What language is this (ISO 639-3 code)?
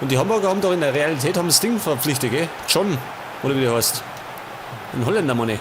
bar